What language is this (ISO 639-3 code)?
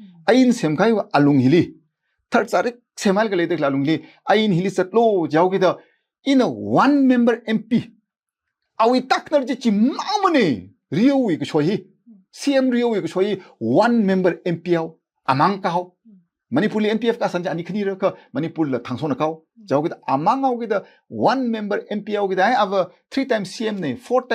nmf